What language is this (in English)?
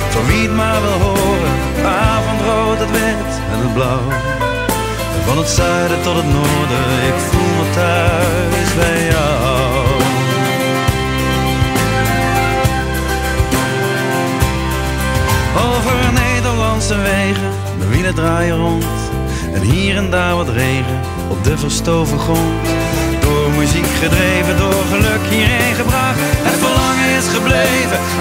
Dutch